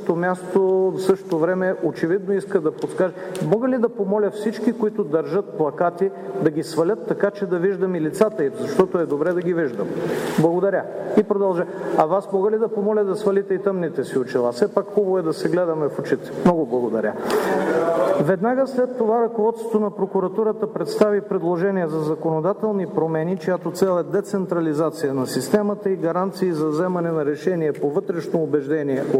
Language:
Bulgarian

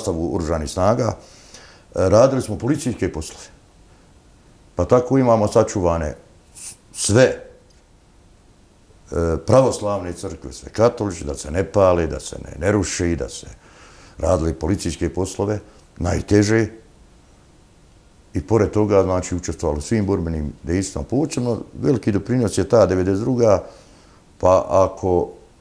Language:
Bosnian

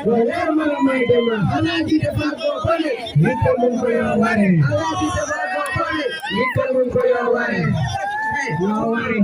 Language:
Fula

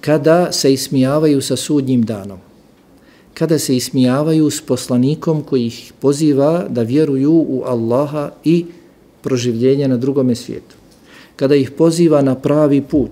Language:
Bosnian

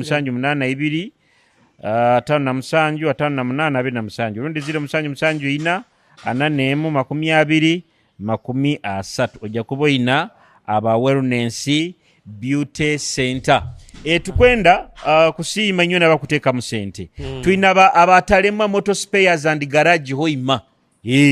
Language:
Nyoro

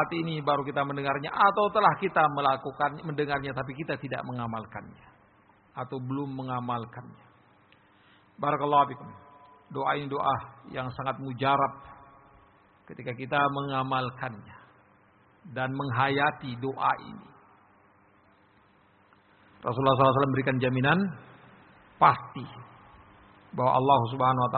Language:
Indonesian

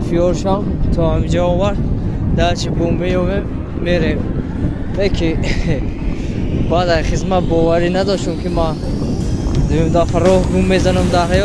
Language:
Tajik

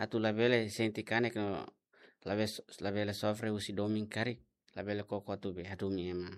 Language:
Tetum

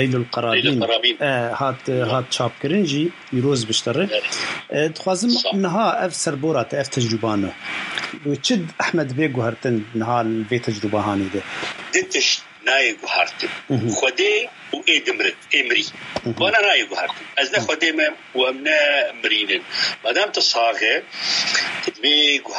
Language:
Kurdish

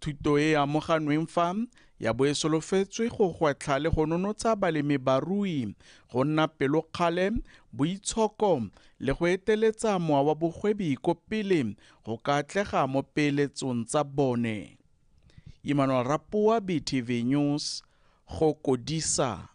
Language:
Tswana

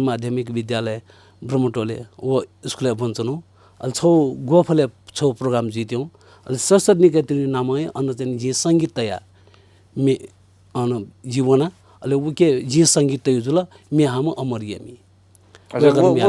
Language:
Newari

